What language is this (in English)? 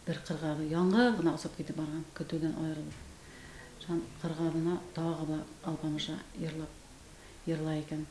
Bashkir